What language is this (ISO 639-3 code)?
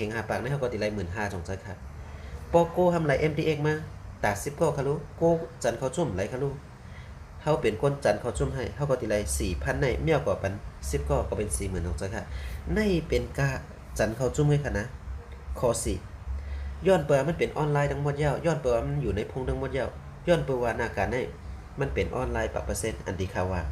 shn